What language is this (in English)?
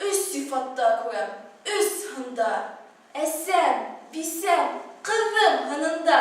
Bashkir